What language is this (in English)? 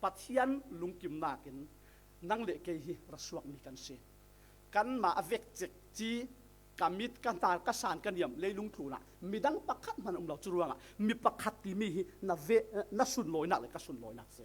Falam Chin